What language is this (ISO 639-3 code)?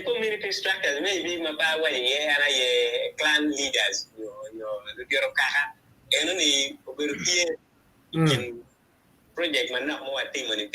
ach